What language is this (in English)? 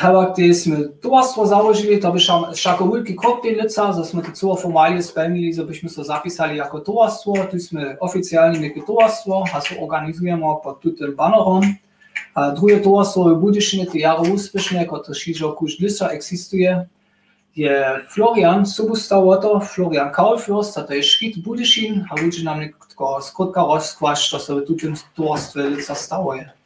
Upper Sorbian